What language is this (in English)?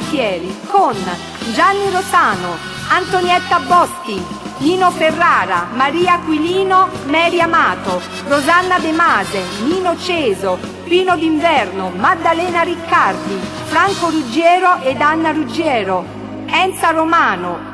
Neapolitan